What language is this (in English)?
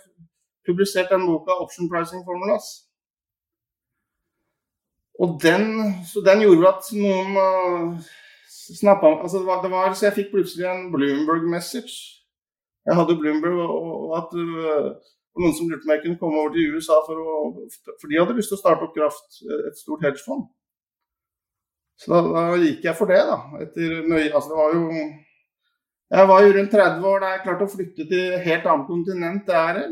Norwegian